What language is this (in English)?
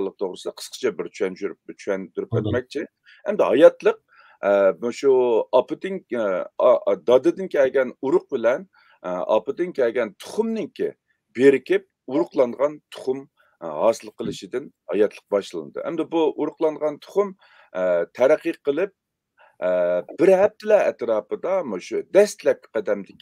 Uyghur